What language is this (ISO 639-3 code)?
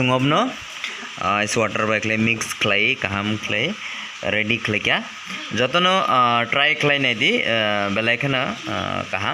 trp